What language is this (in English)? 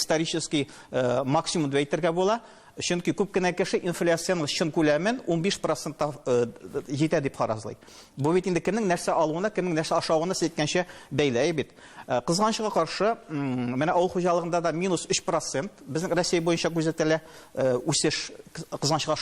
Tatar